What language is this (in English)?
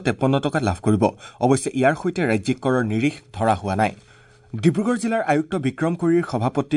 Assamese